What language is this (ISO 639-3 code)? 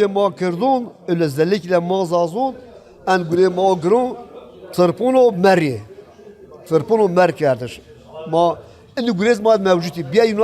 zza